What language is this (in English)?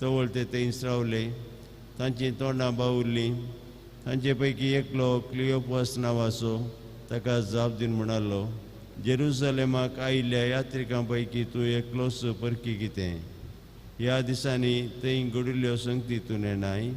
Konkani